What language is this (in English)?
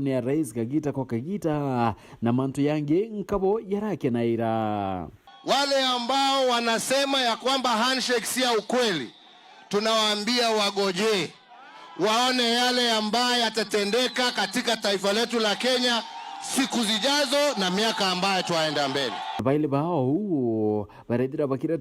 Meru